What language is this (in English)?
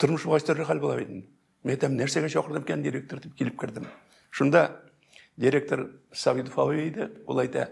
Tatar